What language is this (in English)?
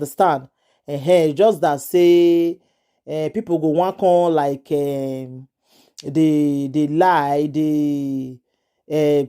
Nigerian Pidgin